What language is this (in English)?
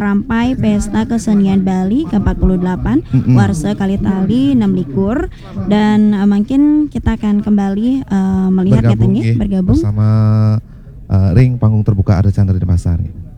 Balinese